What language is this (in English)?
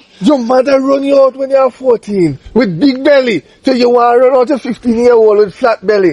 Jamaican Creole English